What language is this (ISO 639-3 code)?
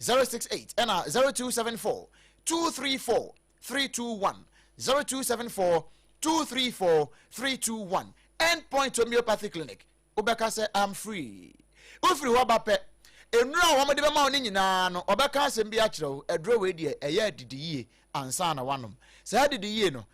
aka